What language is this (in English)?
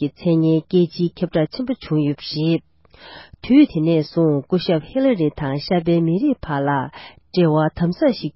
Tibetan